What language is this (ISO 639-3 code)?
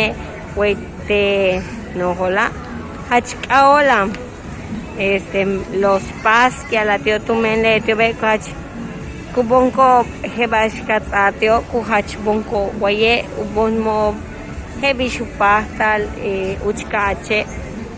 yua